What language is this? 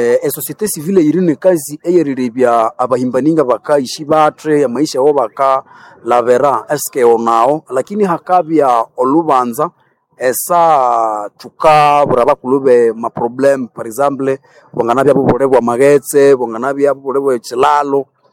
Nande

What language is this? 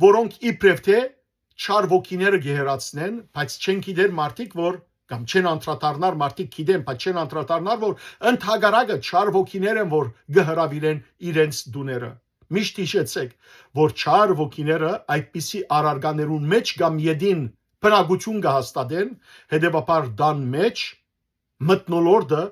Western Armenian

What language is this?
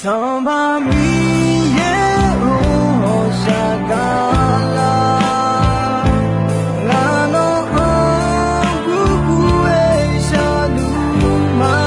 Akha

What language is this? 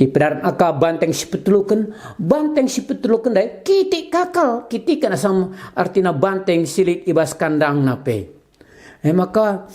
Batak Karo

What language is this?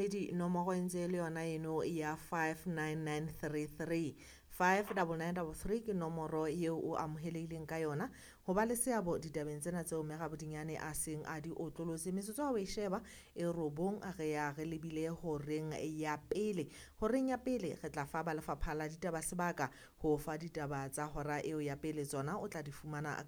Southern Sotho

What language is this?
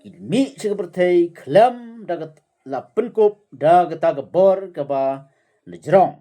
Khasi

